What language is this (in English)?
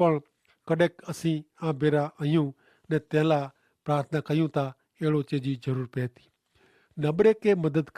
Kachhi